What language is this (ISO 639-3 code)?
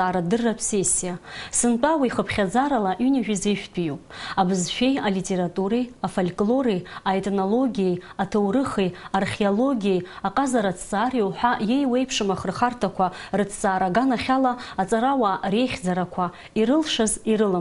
abk